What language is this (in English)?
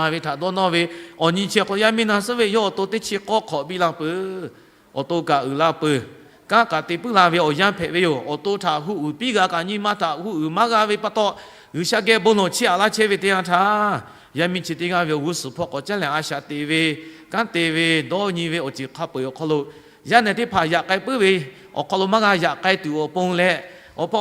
Lahu